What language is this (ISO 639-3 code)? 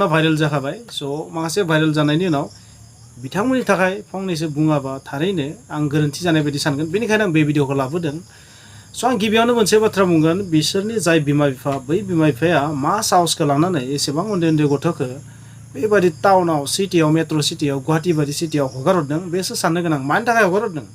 brx